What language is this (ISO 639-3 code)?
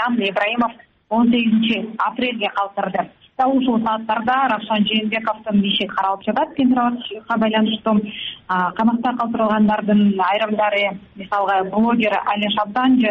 kir